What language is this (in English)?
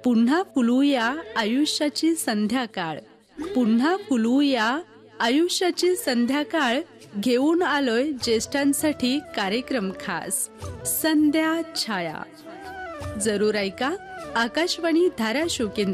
Marathi